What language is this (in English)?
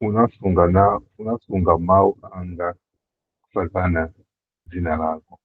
Nyanja